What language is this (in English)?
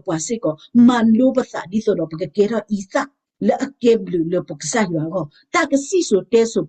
S'gaw Karen